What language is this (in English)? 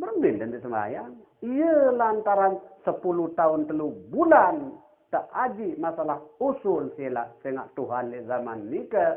Sasak